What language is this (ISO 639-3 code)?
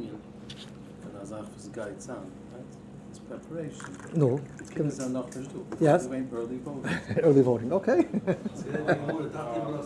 yid